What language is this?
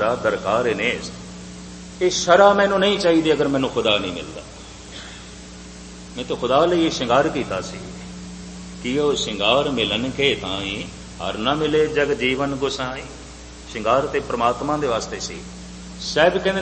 Punjabi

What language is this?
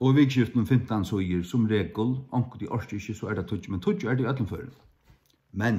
Faroese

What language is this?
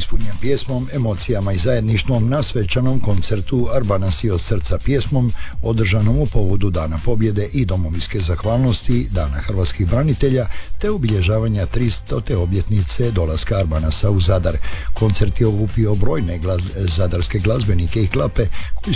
Croatian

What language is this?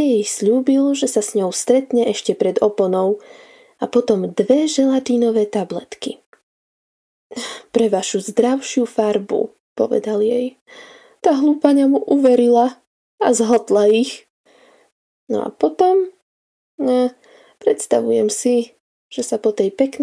Slovak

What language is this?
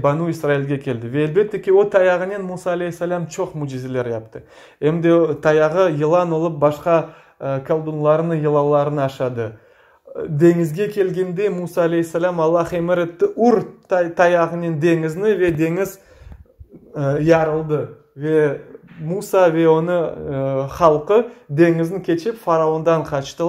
Crimean Tatar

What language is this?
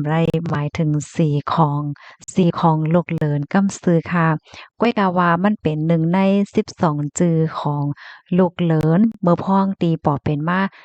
Shan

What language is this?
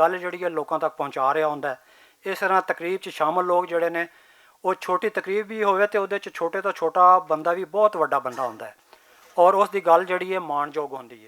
Western Panjabi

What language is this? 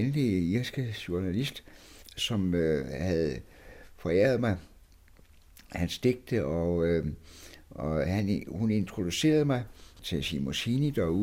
Danish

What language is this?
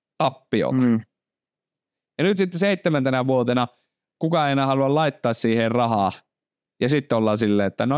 Finnish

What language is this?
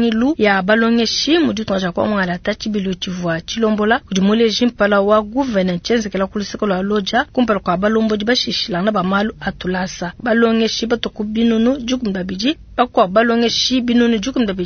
Luba-Lulua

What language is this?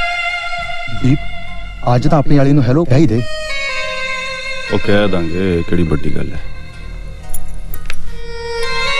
Punjabi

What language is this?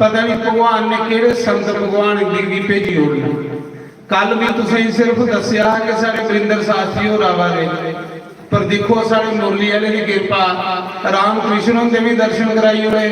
Dogri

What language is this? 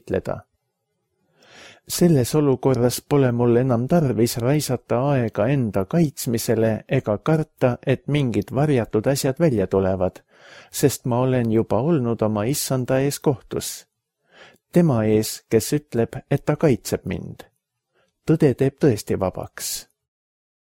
Estonian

